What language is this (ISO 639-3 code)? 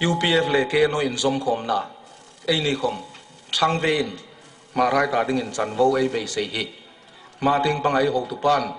hmr